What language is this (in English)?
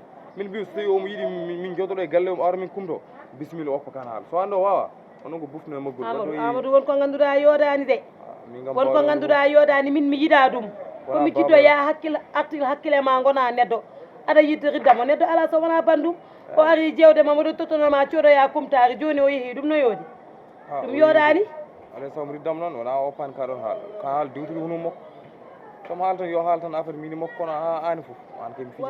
Fula